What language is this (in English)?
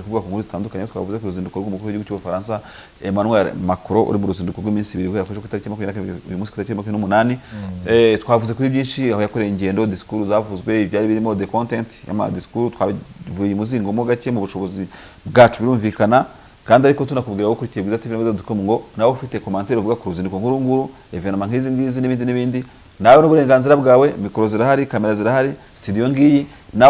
Kinyarwanda